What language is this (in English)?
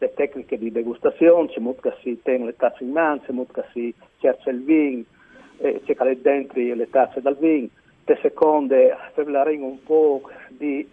Friulian